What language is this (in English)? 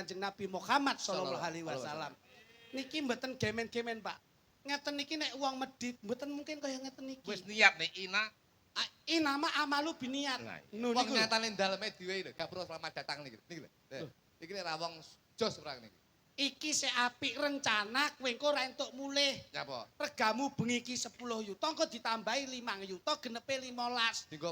Javanese